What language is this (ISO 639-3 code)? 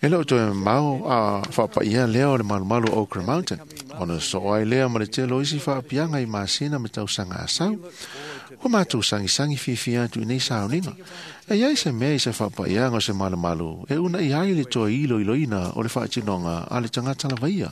smo